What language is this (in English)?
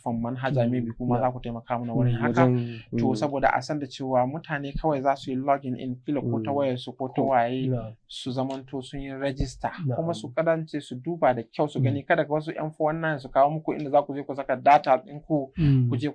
Hausa